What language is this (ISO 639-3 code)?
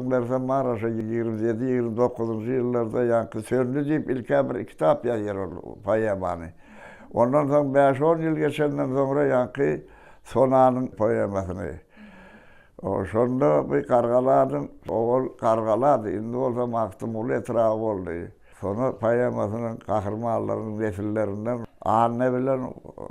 tuk